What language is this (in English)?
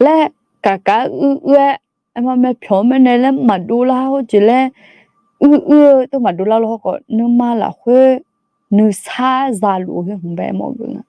Akha